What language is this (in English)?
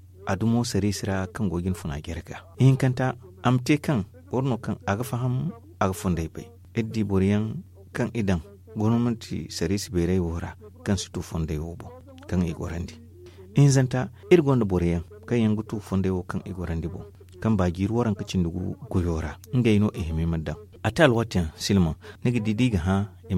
Zarma